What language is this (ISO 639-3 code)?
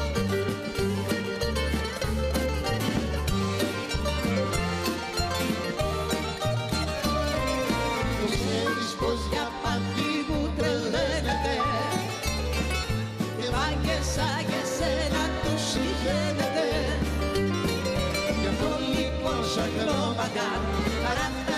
ell